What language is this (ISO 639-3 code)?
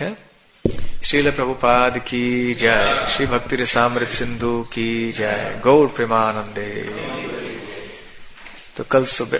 hin